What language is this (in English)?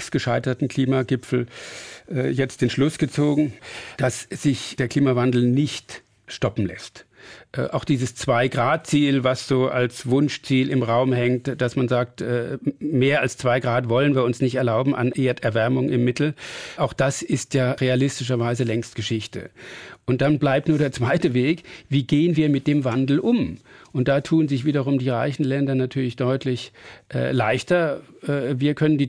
German